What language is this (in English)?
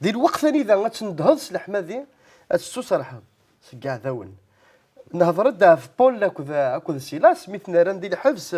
Kabyle